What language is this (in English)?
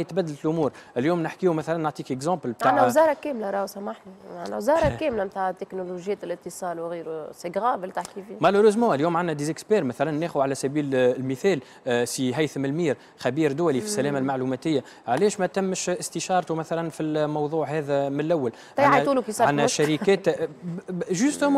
Tunisian Arabic